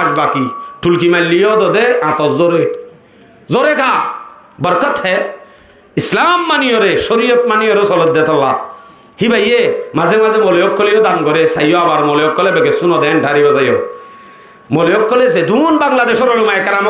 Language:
Rohingya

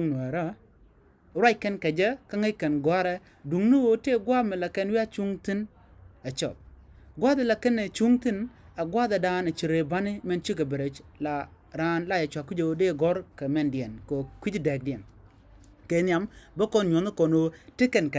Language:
Nuer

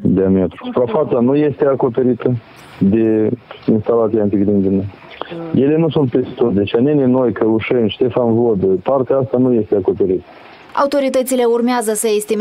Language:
Romanian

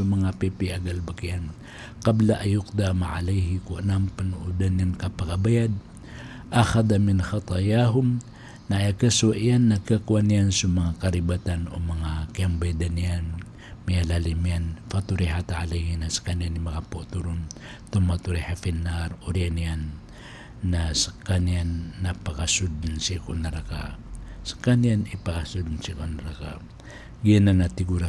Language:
Maranao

